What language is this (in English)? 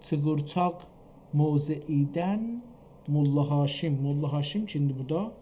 South Azerbaijani